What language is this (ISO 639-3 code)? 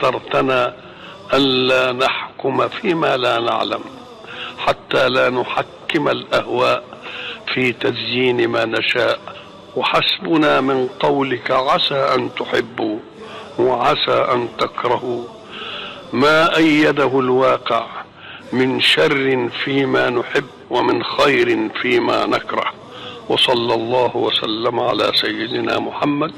ara